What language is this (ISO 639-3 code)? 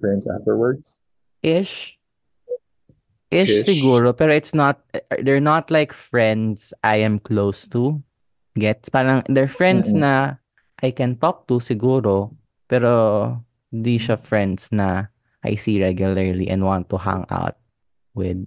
fil